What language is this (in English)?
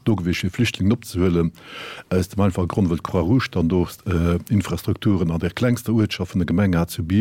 Luxembourgish